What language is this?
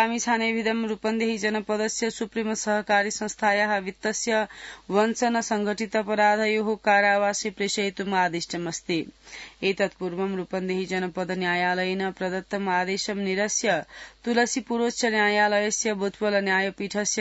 Sanskrit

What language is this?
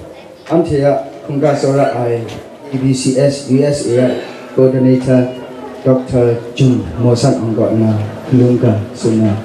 Kachin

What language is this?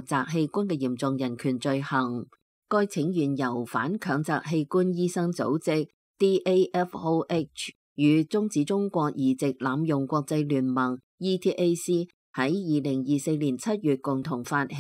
Cantonese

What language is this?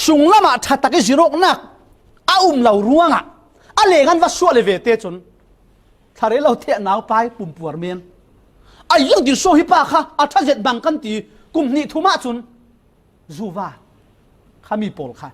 Falam Chin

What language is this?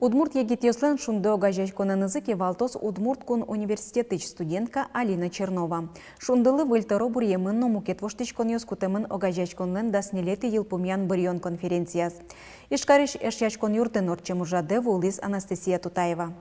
Udmurt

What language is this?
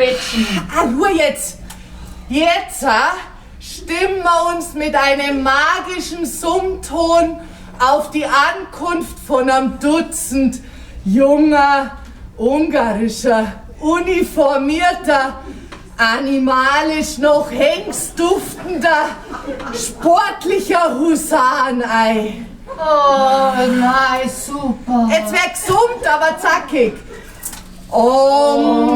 Bavarian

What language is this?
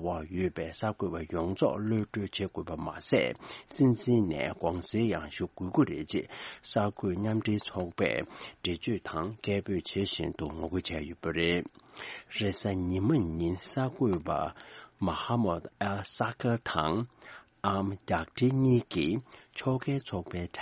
Tibetan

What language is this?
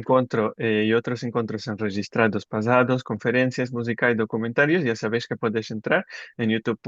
Ladino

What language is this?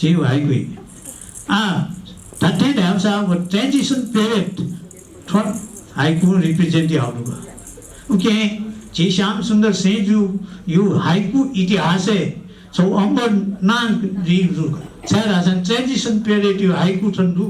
Newari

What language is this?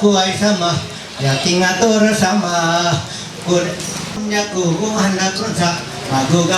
Ma'anyan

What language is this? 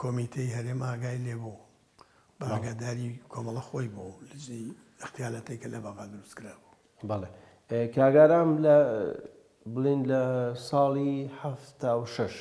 Central Kurdish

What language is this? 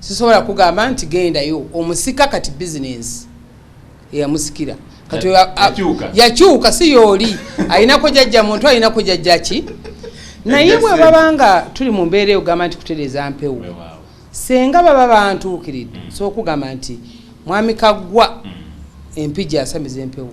Ganda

